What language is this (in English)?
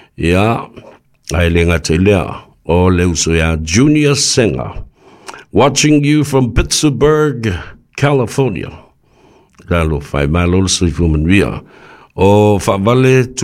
Samoan